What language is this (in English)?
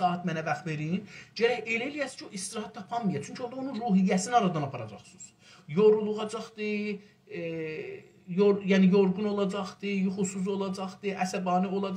South Azerbaijani